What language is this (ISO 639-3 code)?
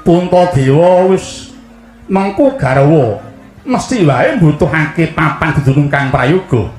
jav